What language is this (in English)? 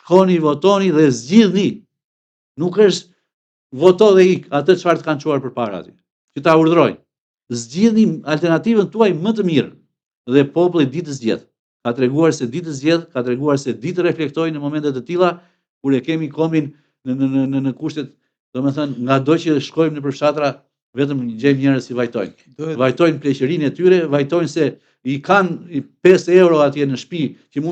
Albanian